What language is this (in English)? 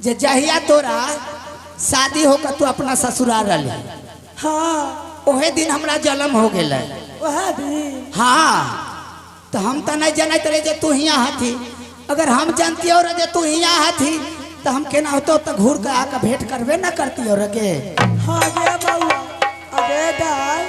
Maithili